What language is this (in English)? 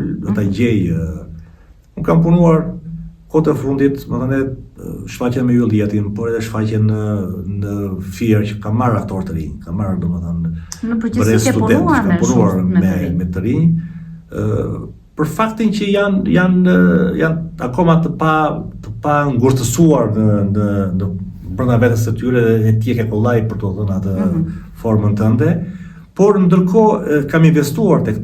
Albanian